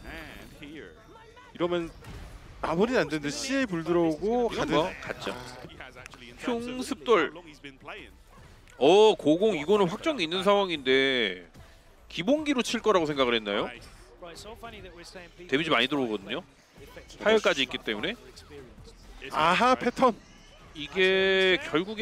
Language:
Korean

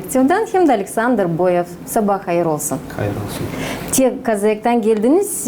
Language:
Gagauz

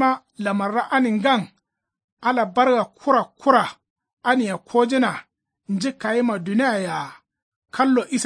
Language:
Kanuri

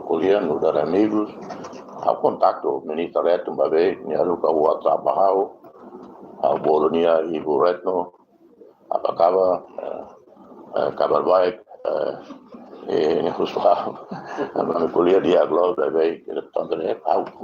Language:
Tetum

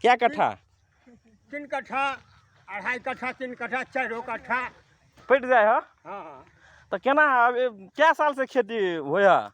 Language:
Magahi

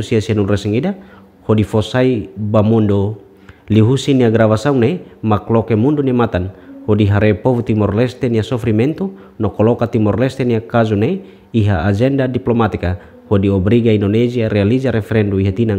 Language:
Tetum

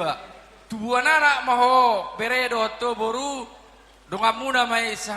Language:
Batak Toba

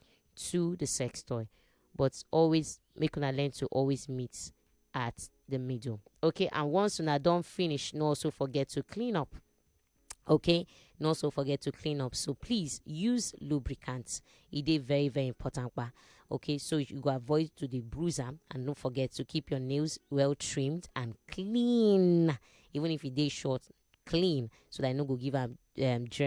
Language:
Nigerian Pidgin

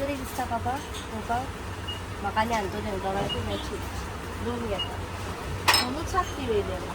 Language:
Konkani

